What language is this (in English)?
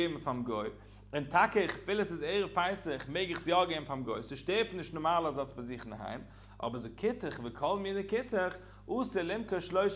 Yiddish